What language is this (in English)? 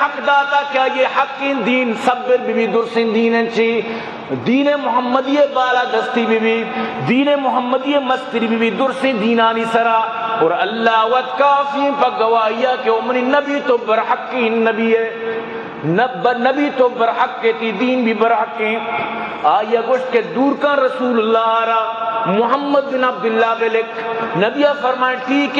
Eastern Balochi